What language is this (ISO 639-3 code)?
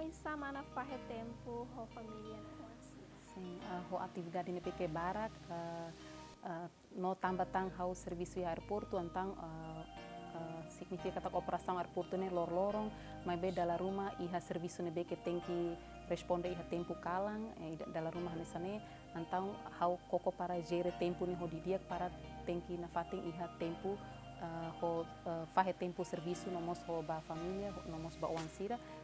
tet